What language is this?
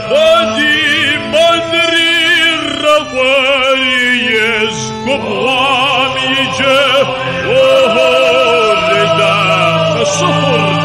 Kabardian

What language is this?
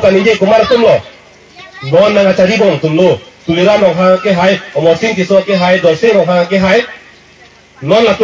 Karbi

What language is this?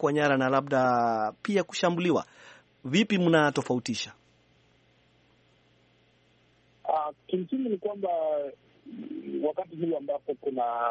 Swahili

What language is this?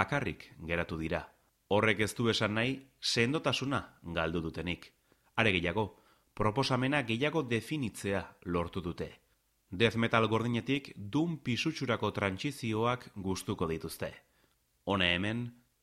Basque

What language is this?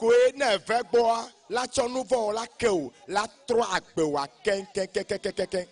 Ewe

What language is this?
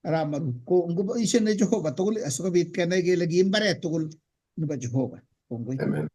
Kalenjin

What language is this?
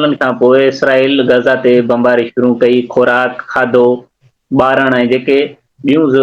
Sindhi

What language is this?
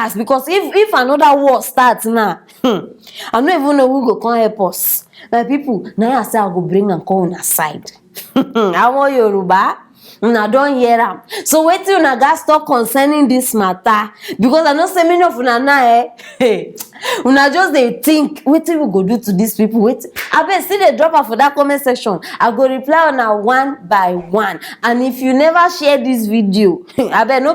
Nigerian Pidgin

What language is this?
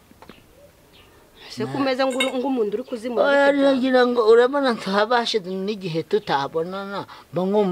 Kinyarwanda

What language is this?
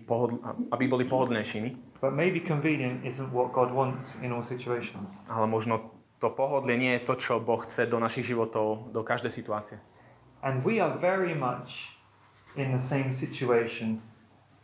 Slovak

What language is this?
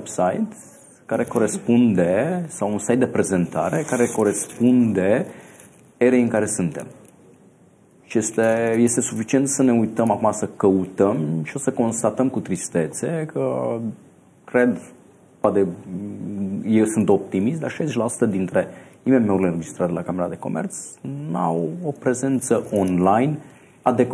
Romanian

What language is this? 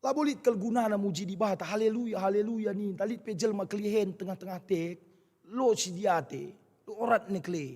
Batak Karo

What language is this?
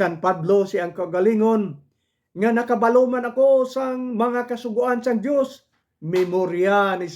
Hiligaynon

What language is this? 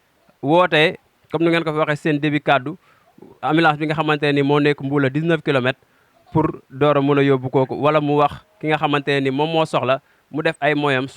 Wolof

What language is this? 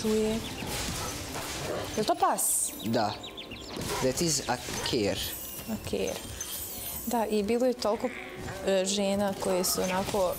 Croatian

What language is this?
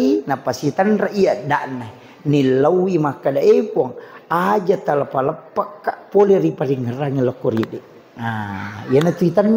Buginese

